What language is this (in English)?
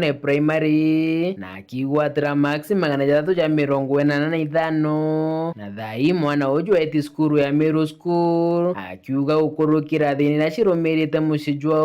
Meru